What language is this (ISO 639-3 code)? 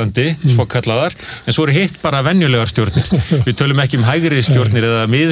isl